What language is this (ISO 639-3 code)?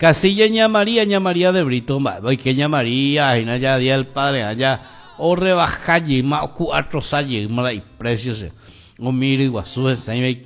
grn